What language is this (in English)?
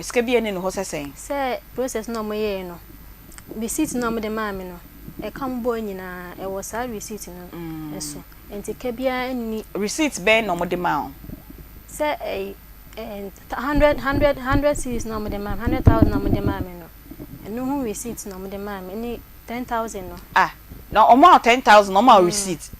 Akan